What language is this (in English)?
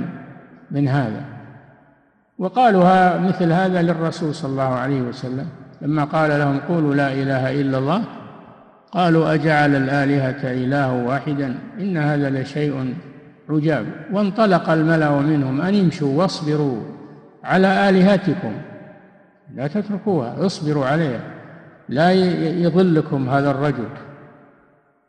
Arabic